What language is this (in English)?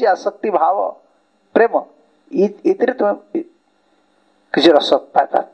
Odia